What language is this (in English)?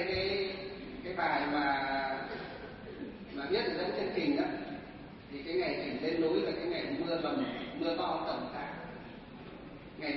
Vietnamese